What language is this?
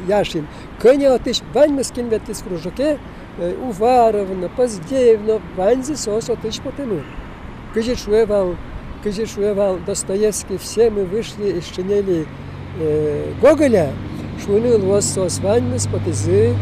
Udmurt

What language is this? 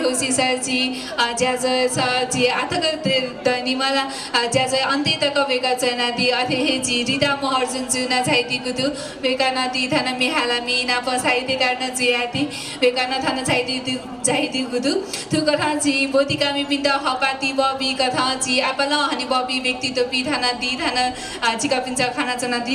Newari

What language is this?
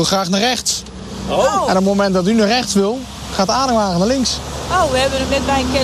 Dutch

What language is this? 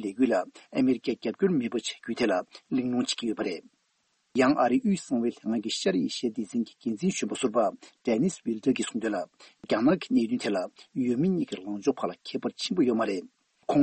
Tibetan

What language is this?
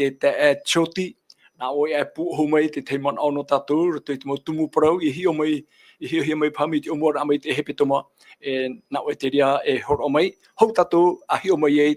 Tahitian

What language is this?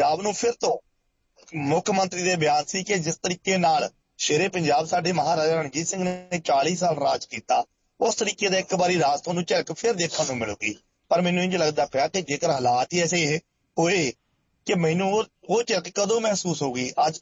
Punjabi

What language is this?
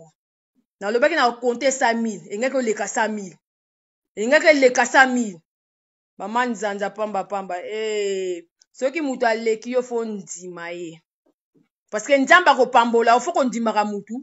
Lingala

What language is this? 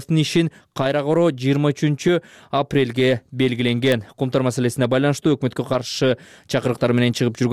Kyrgyz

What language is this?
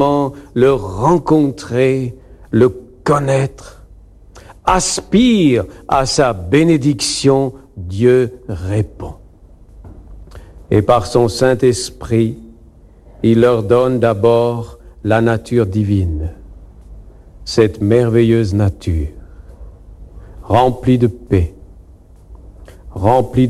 French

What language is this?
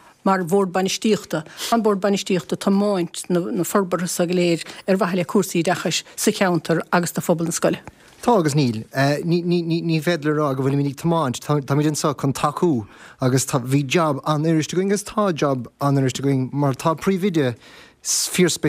Irish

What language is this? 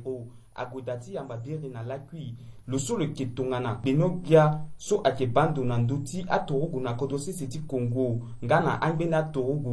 Sango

